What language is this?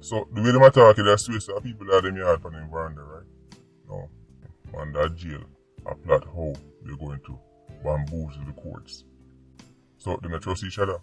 Jamaican Creole English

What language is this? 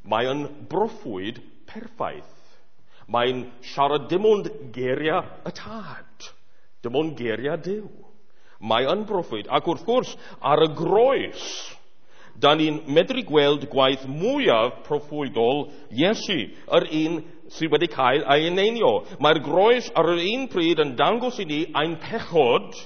Welsh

